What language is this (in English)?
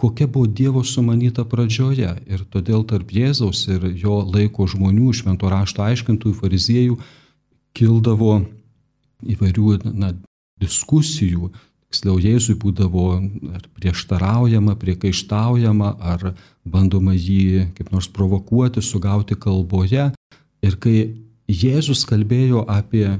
Lithuanian